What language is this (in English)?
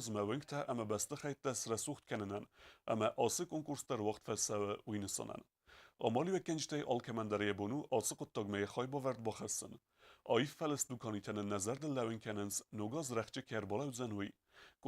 Ossetic